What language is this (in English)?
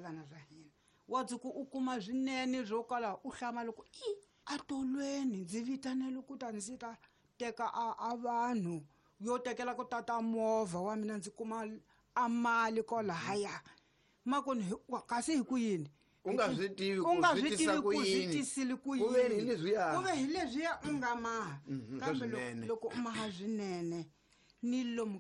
Tsonga